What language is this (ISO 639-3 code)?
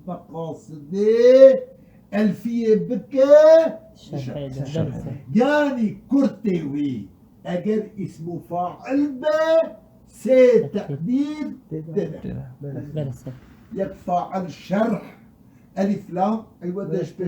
kur